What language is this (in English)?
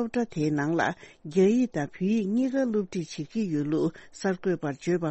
Tibetan